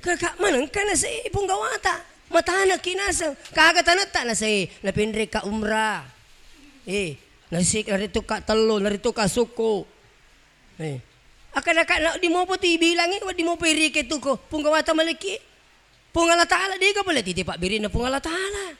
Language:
Buginese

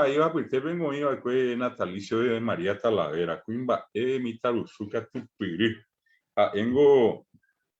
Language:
Guarani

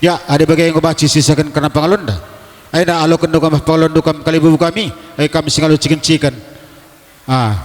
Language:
Batak Karo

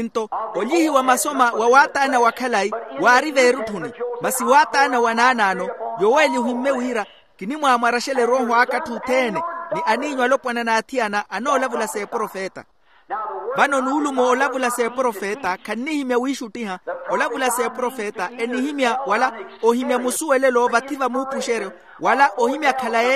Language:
Makhuwa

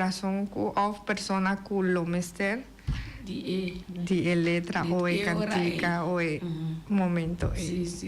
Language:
Papiamento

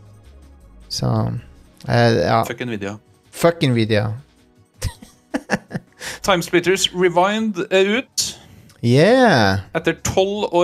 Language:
Norwegian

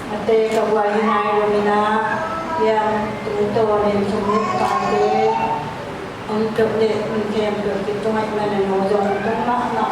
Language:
Tedim Chin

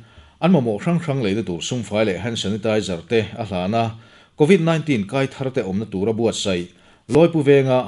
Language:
Mizo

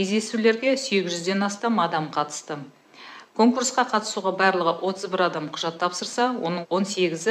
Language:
Kazakh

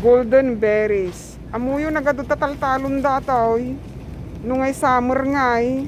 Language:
Iloko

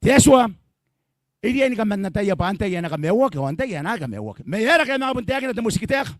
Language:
Gilbertese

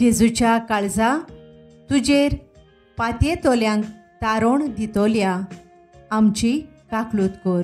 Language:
Konkani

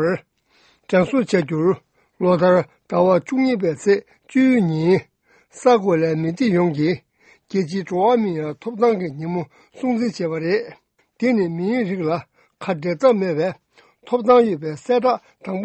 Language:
Tibetan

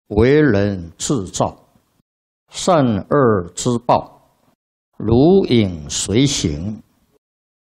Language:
Chinese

